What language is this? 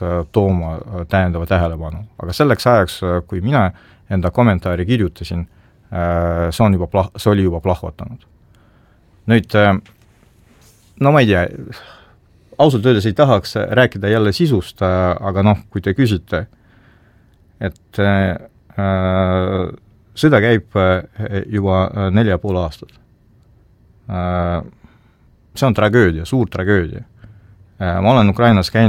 Estonian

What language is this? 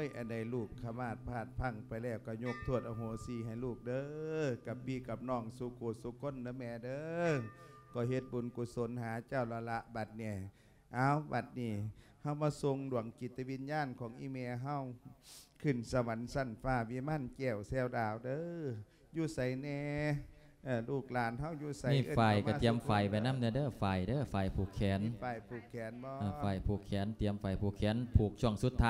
Lao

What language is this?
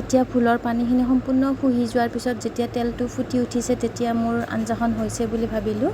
Assamese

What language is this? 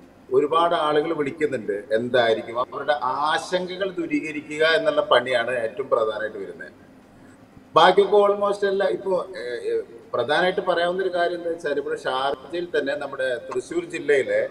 Malayalam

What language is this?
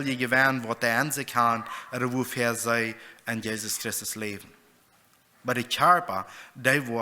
Plautdietsch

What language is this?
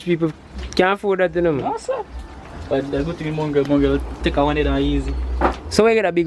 Jamaican Creole English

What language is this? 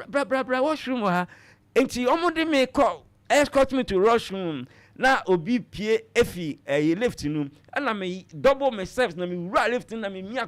Akan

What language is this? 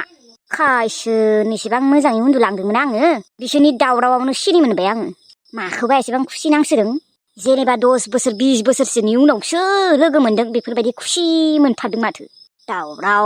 Bodo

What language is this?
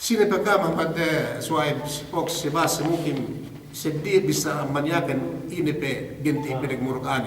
Yakan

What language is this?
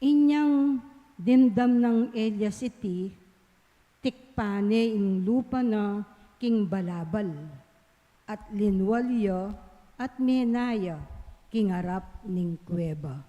Pampanga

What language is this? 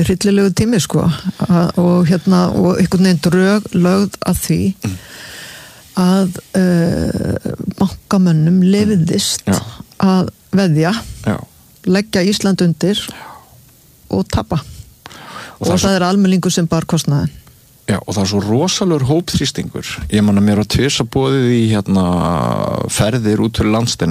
Icelandic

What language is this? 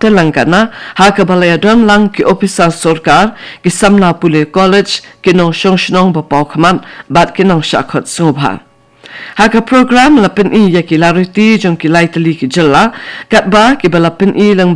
Khasi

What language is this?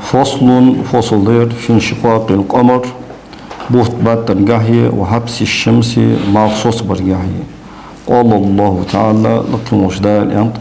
Ingush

